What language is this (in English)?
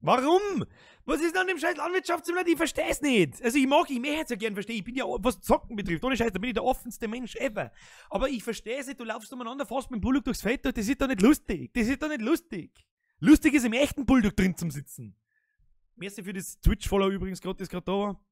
Bavarian